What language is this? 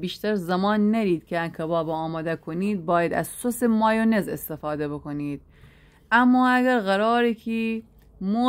Gilaki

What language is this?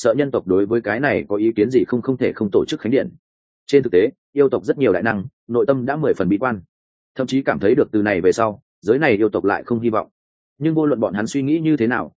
Vietnamese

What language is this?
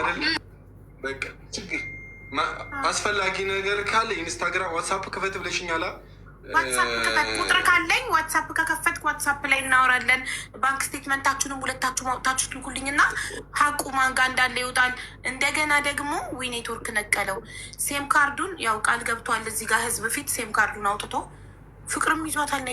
Amharic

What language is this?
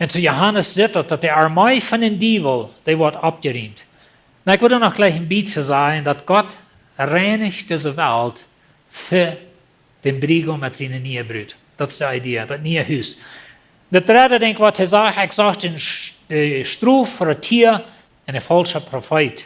Plautdietsch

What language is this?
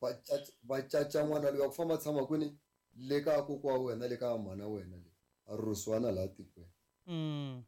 Tsonga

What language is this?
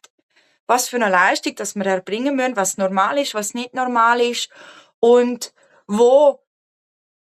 Swiss German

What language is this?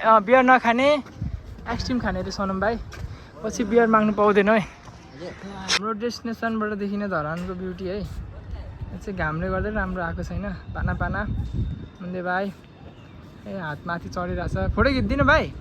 Nepali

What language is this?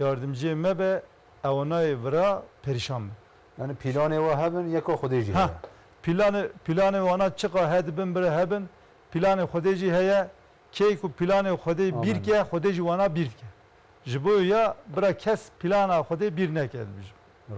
Zaza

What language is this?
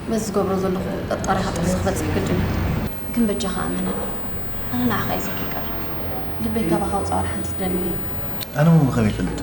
Tigrinya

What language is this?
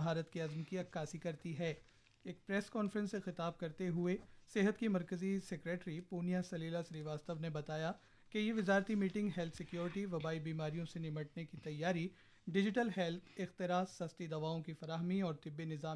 Urdu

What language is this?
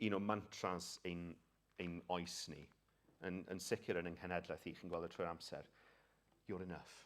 Welsh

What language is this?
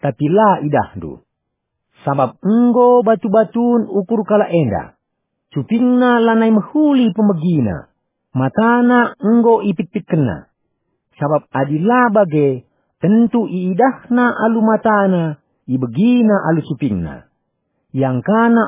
Batak Karo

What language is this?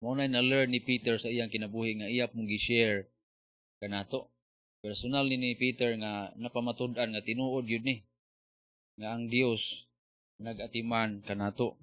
Cebuano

